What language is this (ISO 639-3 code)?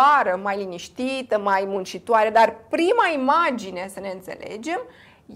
ron